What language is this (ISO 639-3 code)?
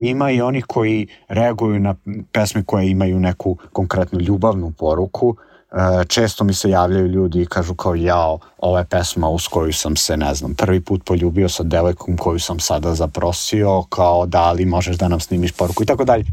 srp